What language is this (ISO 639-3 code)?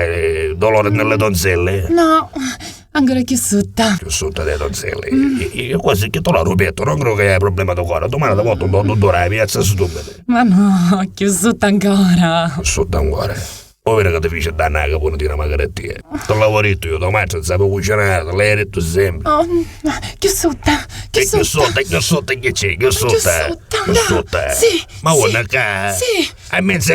nap